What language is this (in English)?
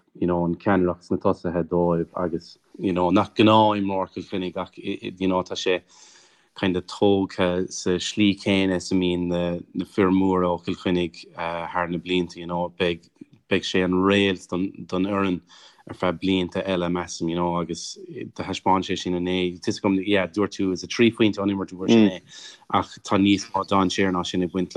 Irish